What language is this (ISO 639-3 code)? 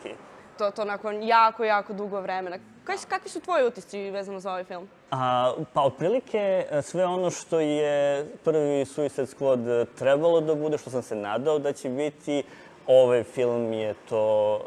srp